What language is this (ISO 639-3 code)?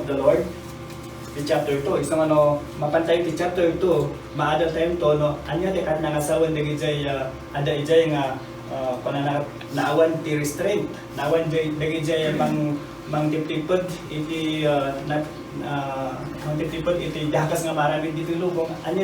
ilo